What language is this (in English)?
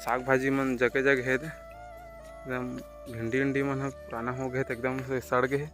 Chhattisgarhi